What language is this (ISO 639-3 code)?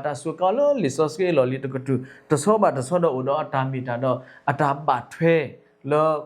ksw